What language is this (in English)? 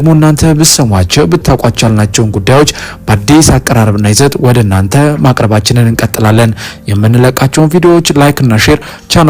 Amharic